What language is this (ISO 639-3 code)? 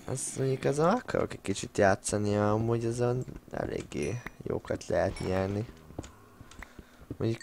hun